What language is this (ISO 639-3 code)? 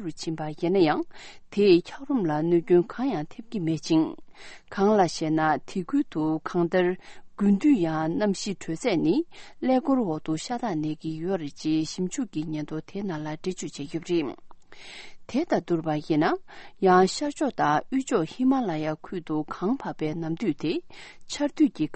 bod